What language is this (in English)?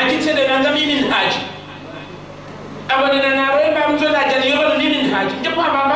Swahili